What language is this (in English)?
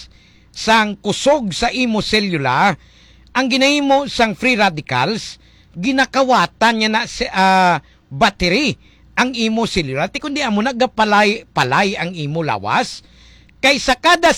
Hiligaynon